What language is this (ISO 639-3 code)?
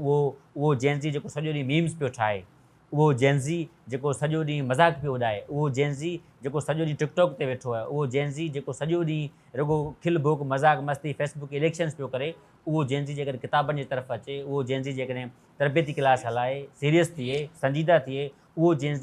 snd